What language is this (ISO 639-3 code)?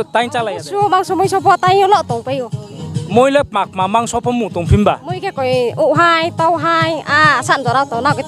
ria